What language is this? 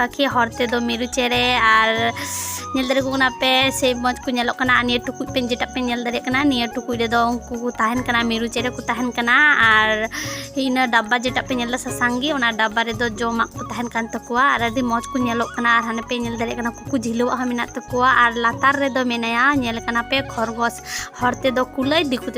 Santali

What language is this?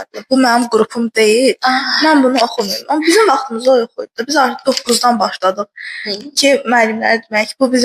Azerbaijani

